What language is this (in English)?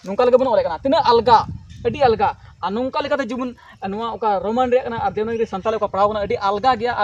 Santali